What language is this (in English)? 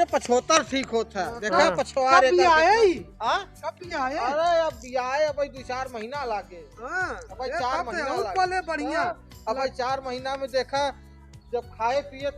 Awadhi